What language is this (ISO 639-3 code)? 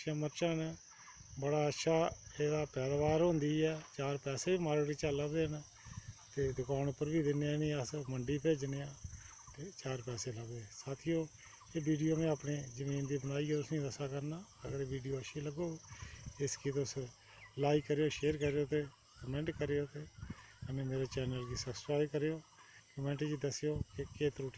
doi